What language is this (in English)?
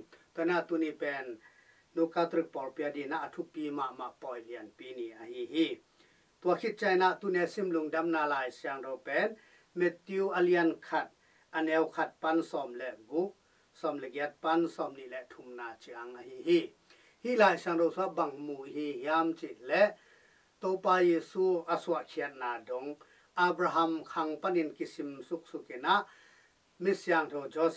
Tedim Chin